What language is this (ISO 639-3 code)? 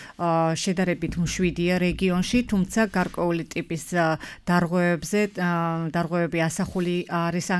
kat